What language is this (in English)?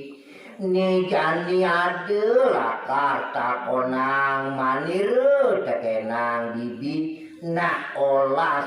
Balinese